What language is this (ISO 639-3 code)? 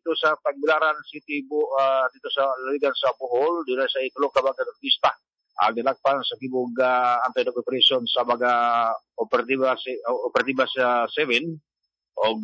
ceb